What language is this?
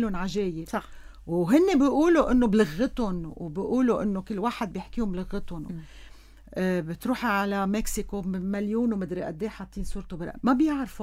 North Levantine Arabic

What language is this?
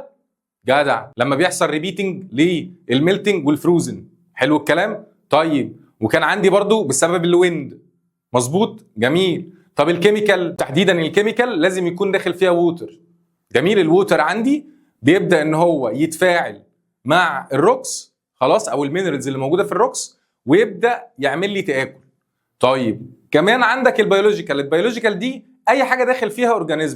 Egyptian Arabic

